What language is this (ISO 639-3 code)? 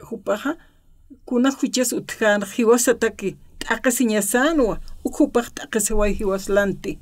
aym